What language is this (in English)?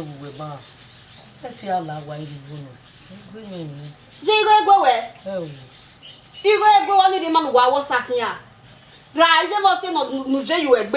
Bini